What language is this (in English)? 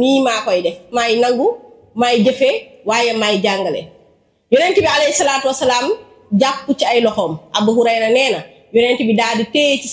Wolof